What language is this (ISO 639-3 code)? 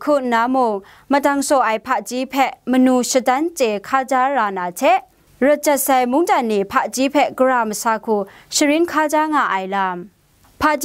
kac